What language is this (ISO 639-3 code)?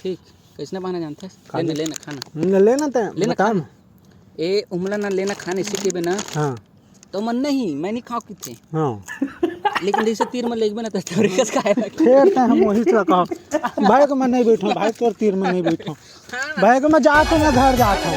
hne